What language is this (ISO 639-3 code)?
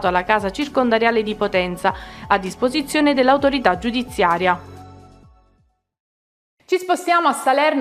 ita